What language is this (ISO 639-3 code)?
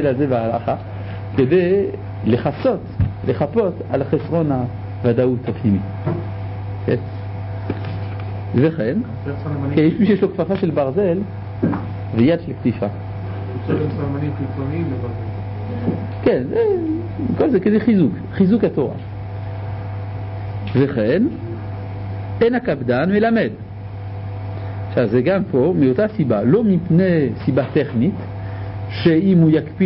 heb